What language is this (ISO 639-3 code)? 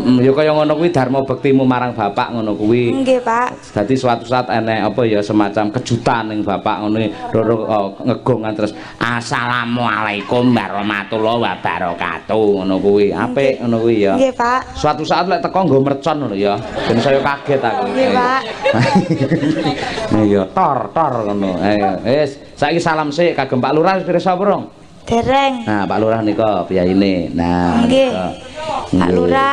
jav